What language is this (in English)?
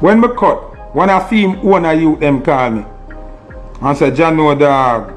Jamaican Creole English